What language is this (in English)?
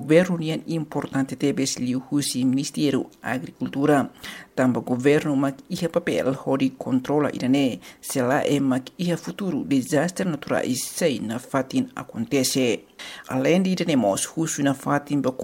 Tetum